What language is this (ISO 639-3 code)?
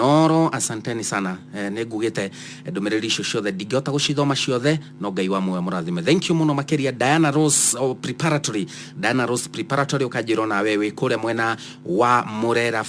kik